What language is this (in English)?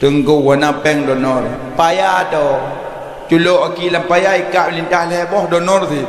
Achinese